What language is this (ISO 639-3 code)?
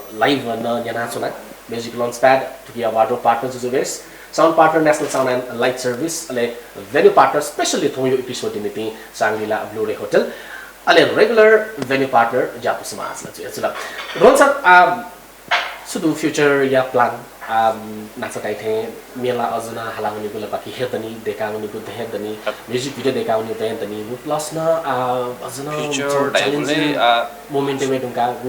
new